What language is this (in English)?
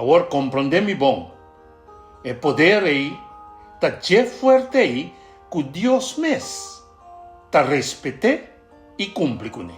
Papiamento